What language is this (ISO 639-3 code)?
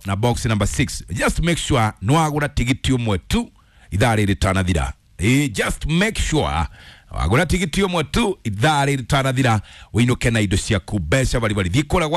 kik